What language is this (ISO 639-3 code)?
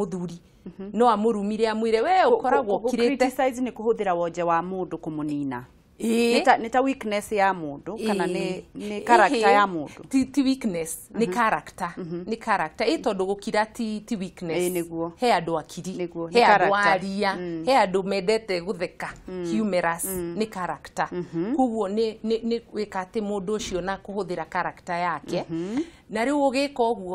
kik